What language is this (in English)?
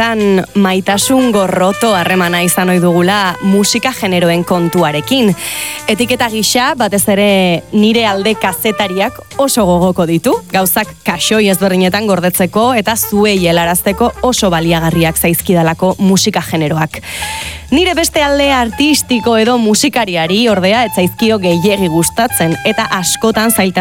Basque